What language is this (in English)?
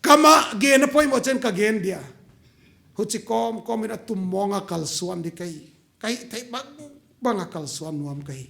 Paite Chin